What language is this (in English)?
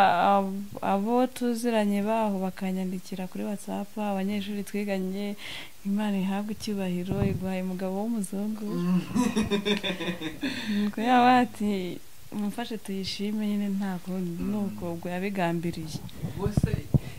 Kinyarwanda